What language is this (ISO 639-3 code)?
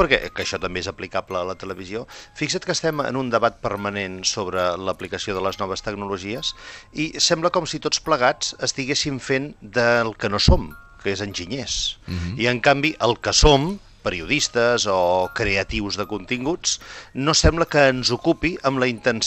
cat